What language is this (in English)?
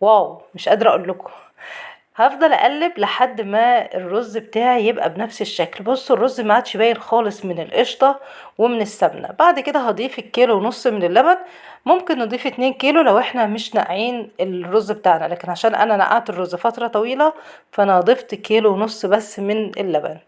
Egyptian Arabic